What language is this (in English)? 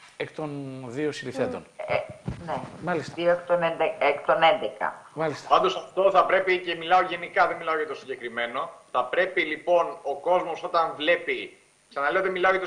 Greek